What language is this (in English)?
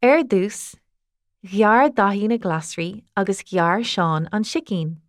Irish